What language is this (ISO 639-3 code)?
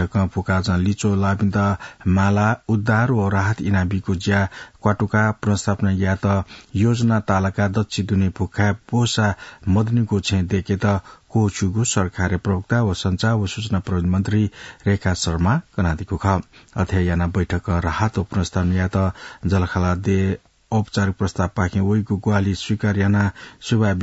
new